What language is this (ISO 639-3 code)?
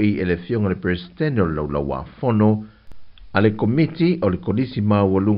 smo